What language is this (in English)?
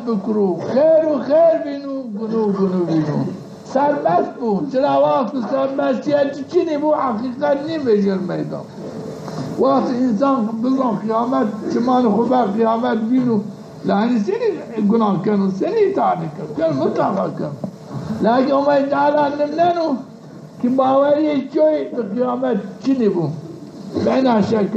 Zaza